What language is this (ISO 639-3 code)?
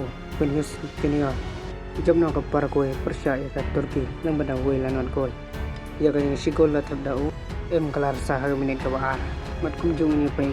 kha